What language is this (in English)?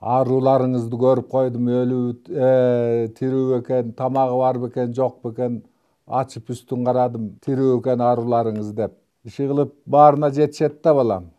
Kyrgyz